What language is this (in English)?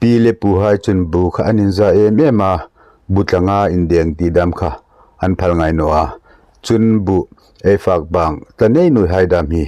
Hmar